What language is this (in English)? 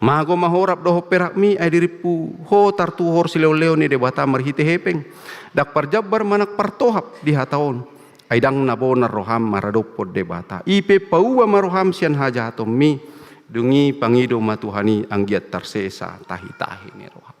Batak Toba